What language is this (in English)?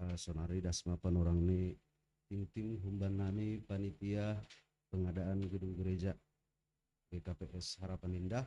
Batak Simalungun